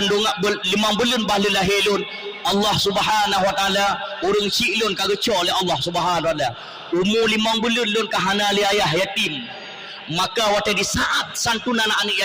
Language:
Achinese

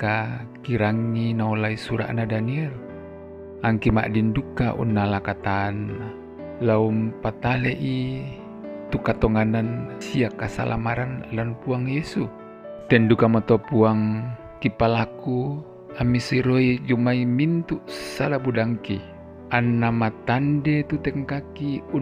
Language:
Toraja-Sa'dan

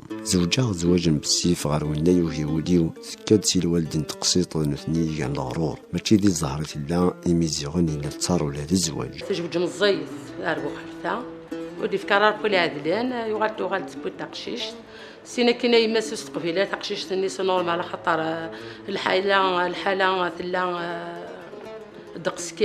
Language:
Kabyle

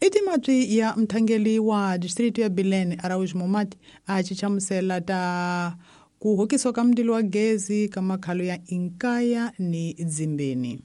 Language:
Tsonga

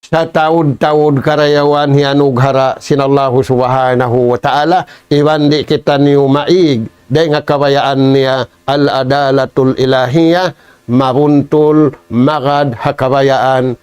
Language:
Tausug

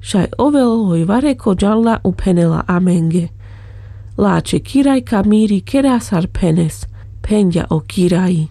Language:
Carpathian Romani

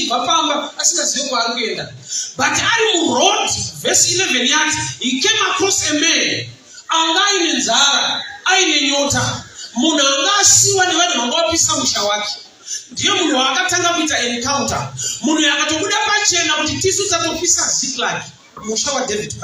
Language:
Shona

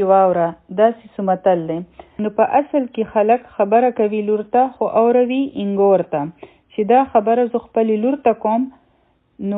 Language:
Pashto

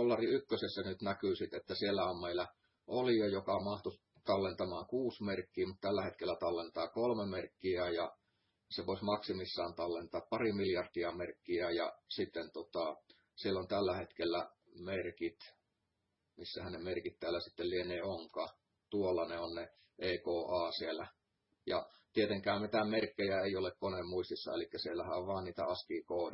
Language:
Finnish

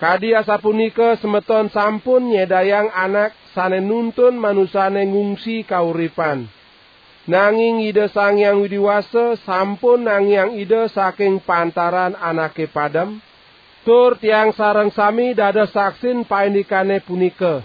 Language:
Balinese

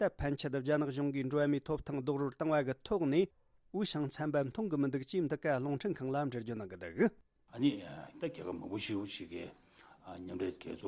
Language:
Tibetan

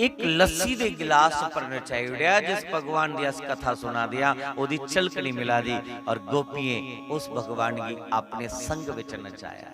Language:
Dogri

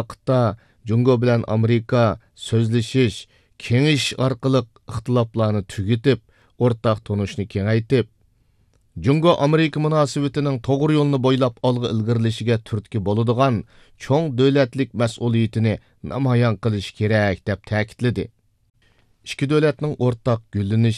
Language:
Uyghur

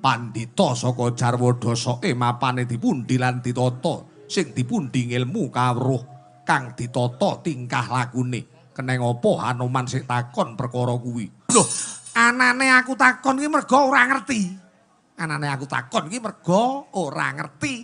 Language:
Javanese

